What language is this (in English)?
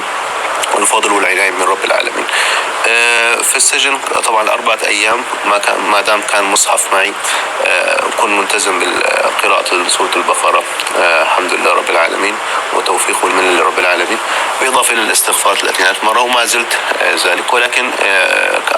North Levantine Arabic